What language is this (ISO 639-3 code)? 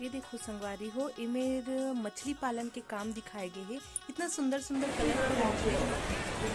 hne